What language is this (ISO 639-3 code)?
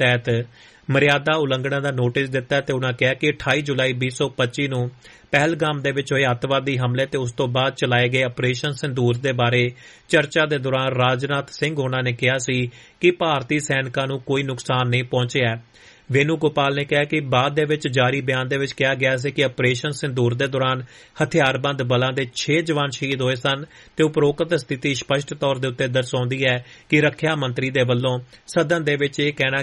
pan